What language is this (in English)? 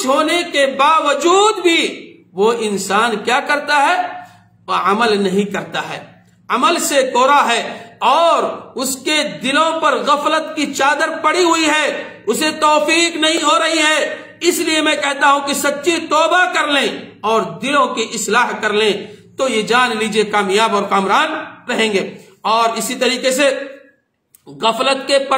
Urdu